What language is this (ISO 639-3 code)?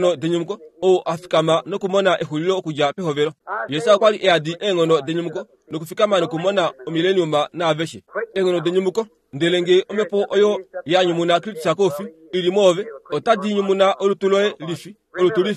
kua